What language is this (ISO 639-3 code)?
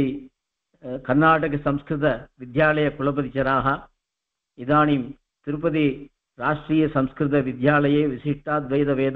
san